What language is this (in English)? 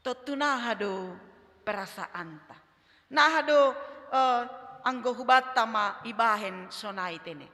Batak Simalungun